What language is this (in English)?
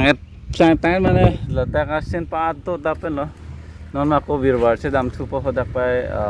Karbi